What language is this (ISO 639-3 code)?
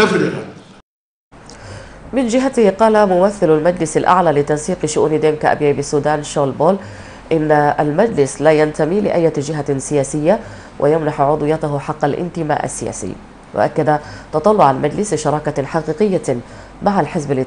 ara